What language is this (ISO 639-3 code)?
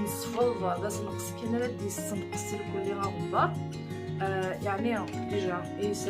kab